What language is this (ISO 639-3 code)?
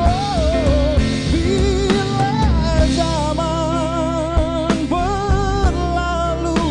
abs